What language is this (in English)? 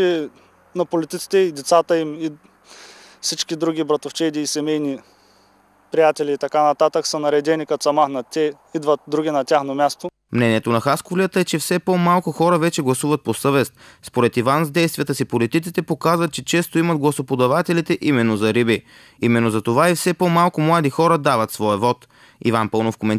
Bulgarian